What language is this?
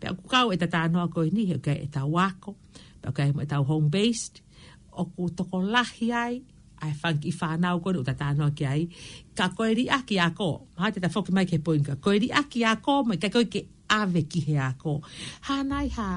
Tongan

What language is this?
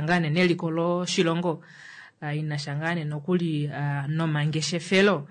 Kuanyama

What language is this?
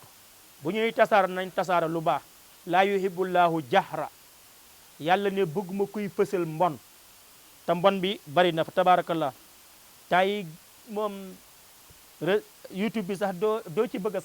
Wolof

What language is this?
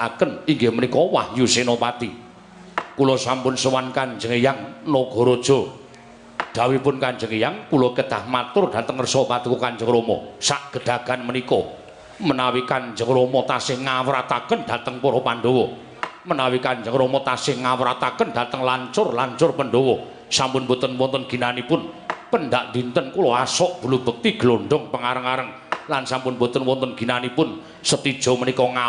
Javanese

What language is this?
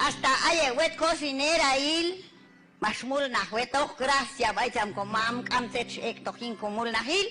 Q'anjob'al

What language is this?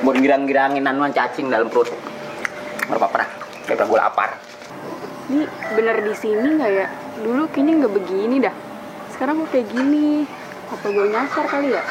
Betawi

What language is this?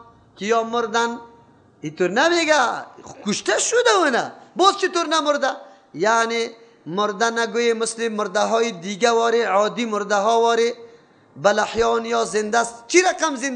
Persian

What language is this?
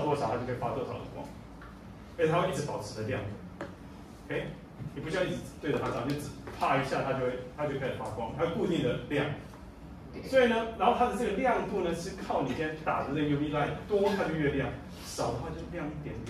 Chinese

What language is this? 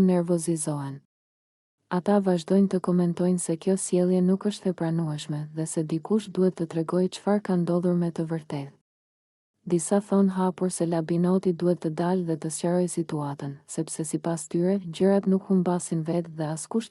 Albanian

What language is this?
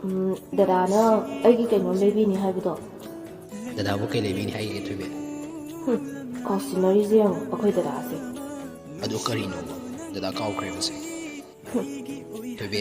Manipuri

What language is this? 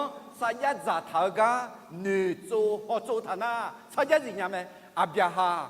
Akha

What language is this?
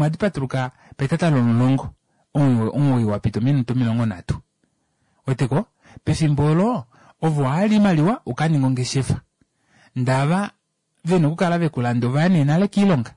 Kuanyama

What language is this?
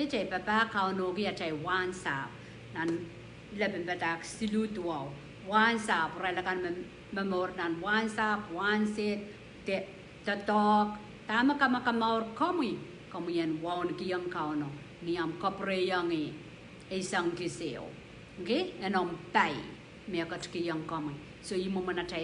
Pohnpeian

